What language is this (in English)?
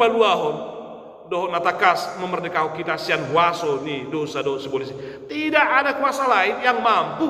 Batak Toba